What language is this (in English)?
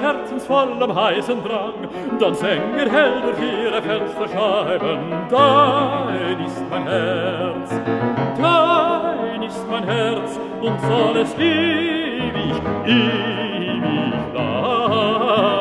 German